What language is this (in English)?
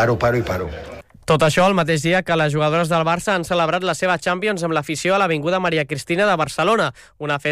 Catalan